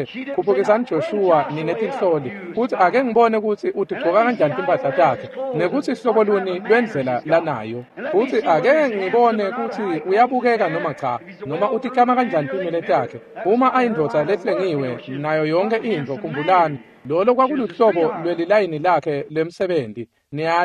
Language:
Swati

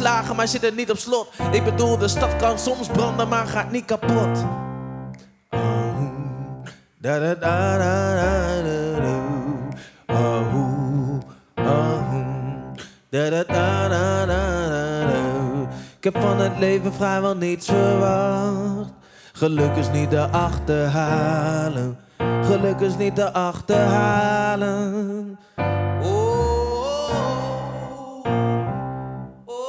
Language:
Dutch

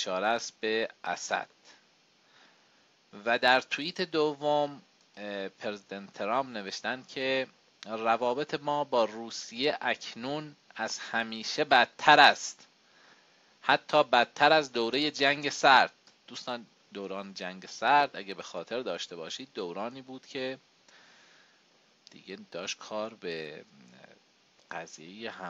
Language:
Persian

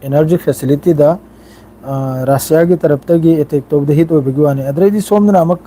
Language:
Manipuri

